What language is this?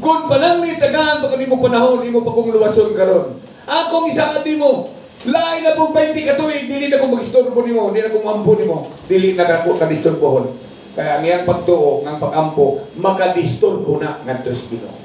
Cebuano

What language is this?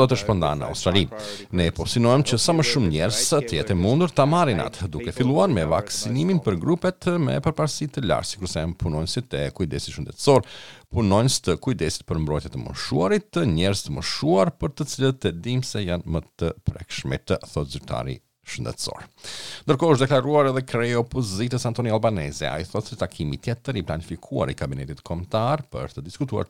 Albanian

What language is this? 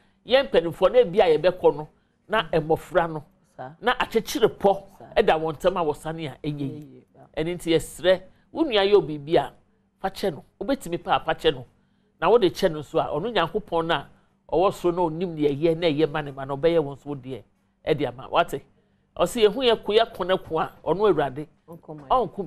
Akan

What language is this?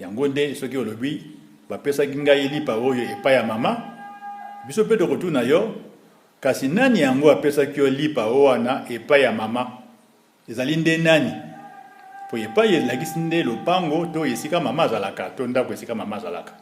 Lingala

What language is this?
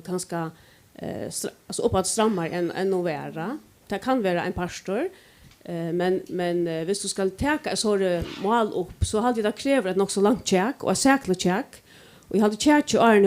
Faroese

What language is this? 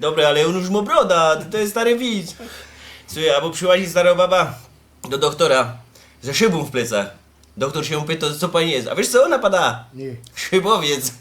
Silesian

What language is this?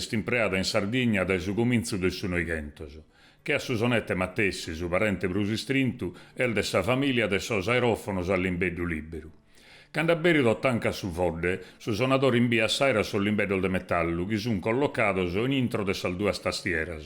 Sardinian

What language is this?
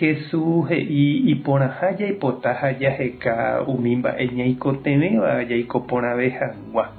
Guarani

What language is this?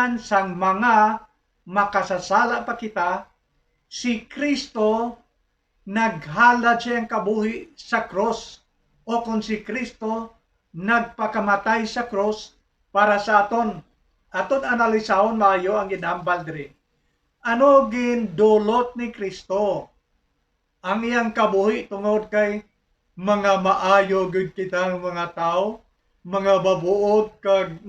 Hiligaynon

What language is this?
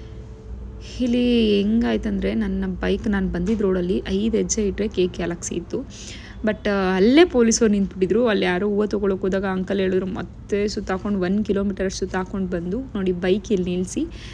Kannada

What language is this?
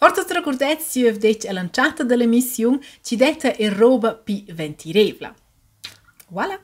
Romansh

